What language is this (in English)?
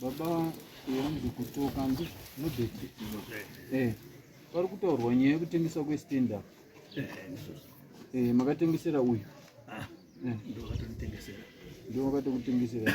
Shona